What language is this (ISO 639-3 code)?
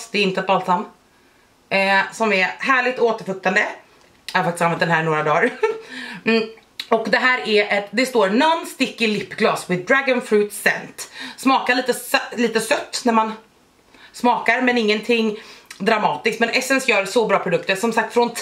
swe